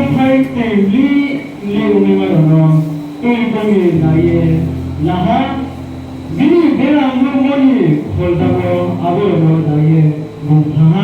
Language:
Riang (India)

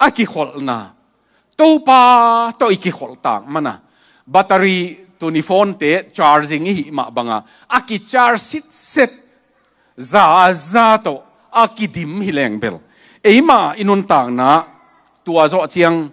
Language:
Tedim Chin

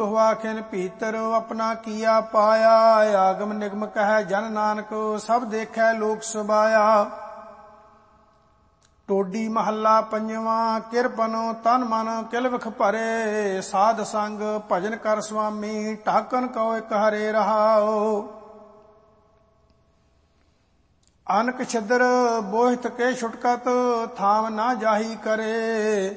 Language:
Punjabi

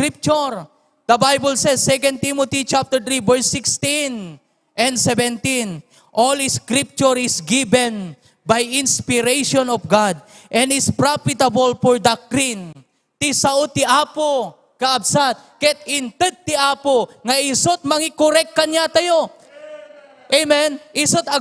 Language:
Iloko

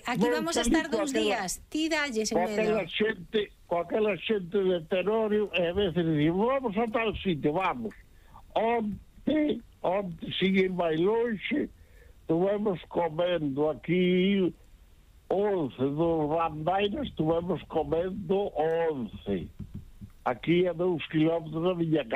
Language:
Galician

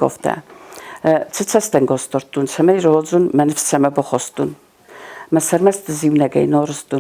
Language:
Ossetic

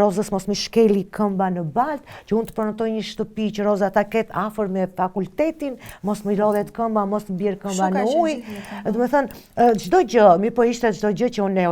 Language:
Albanian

